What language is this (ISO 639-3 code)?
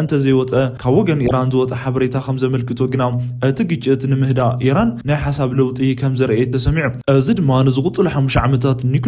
tir